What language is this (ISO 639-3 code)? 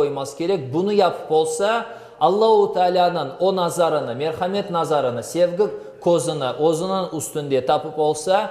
crh